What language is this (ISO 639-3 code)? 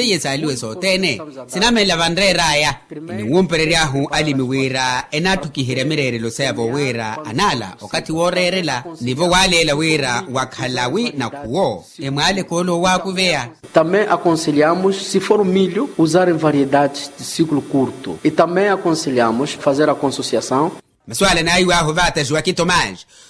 vmw